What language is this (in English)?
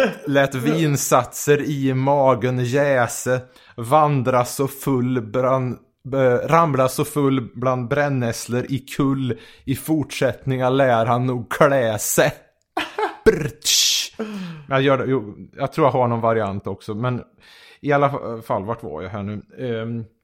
Swedish